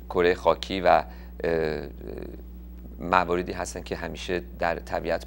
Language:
Persian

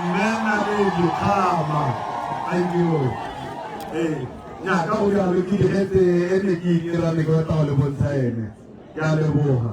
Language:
Tswana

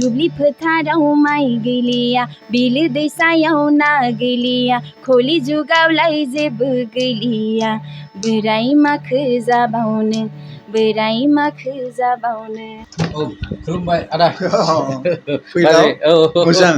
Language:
Bodo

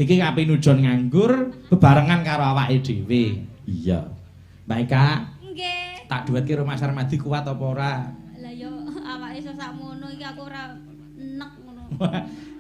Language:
Javanese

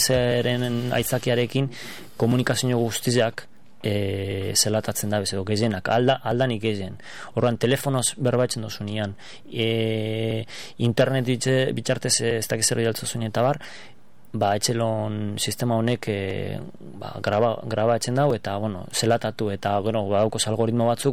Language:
Basque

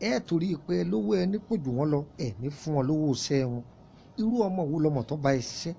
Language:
Yoruba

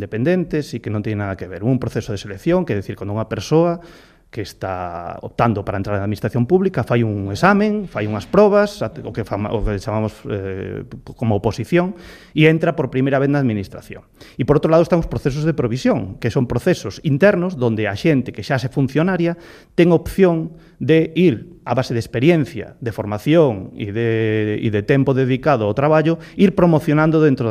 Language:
Galician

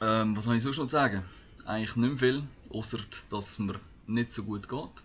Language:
Swiss German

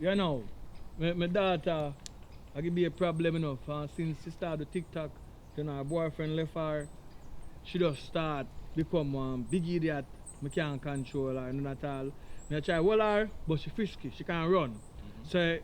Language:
Jamaican Creole English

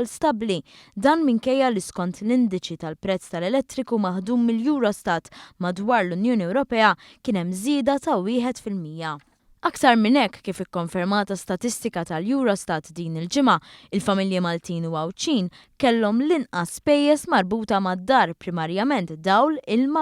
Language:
Maltese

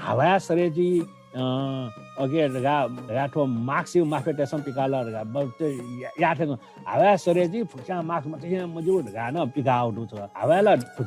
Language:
Newari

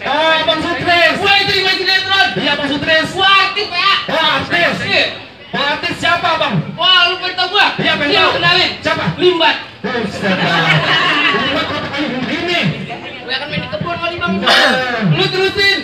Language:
Betawi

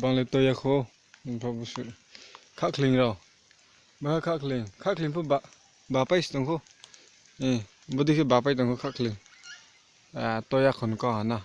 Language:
Riang (India)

